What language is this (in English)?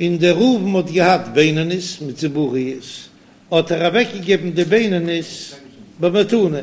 Yiddish